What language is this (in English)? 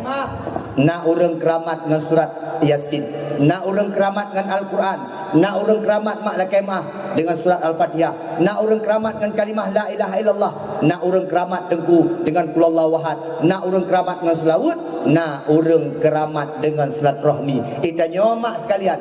Achinese